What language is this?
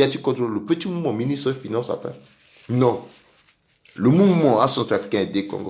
Sango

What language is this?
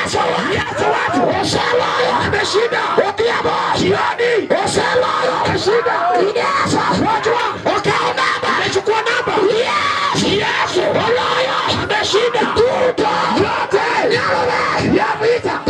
Luo (Kenya and Tanzania)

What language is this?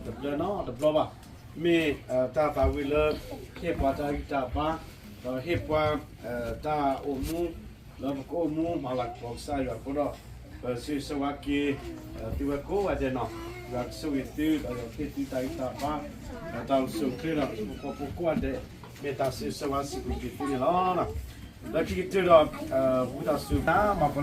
S'gaw Karen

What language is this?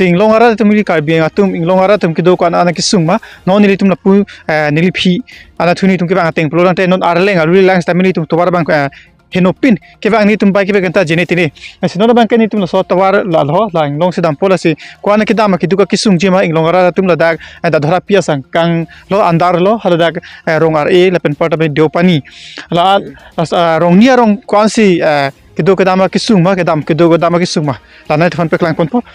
Karbi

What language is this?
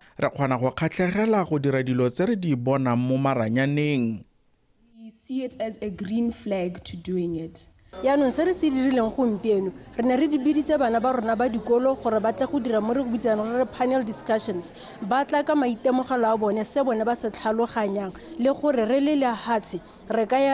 Tswana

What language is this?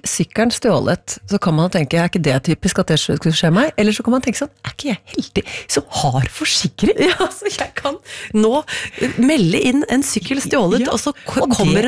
Norwegian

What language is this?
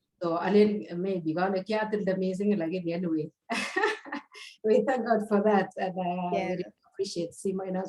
Kalenjin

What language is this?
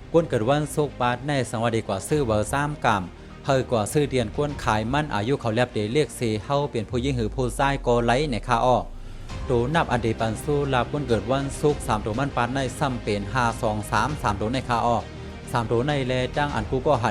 Shan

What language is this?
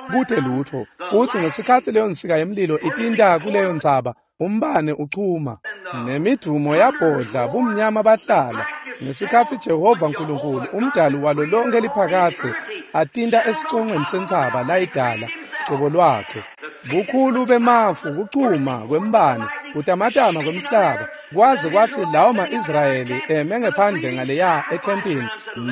Swati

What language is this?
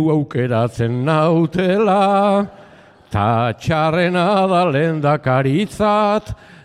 Basque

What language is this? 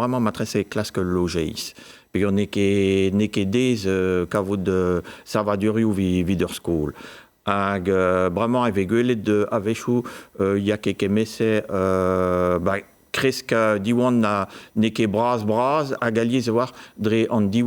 Breton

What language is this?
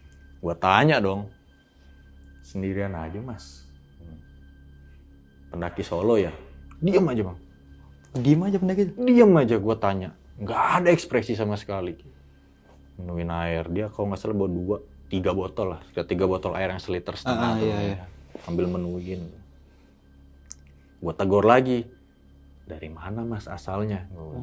Indonesian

